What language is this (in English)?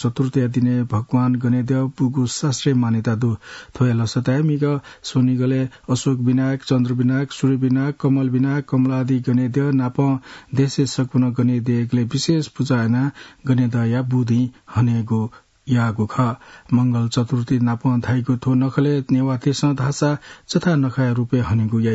Newari